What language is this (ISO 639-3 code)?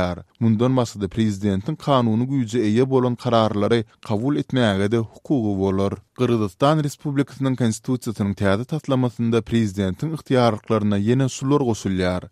tuk